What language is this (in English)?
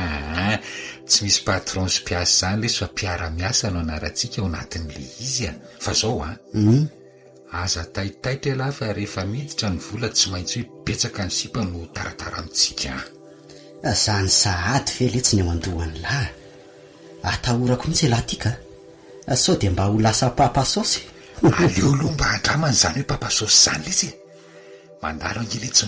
Malagasy